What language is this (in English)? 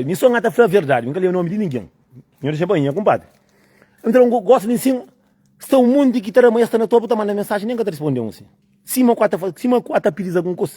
Kabuverdianu